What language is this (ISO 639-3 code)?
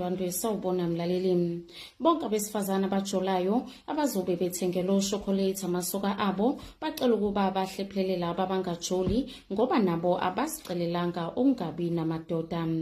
zul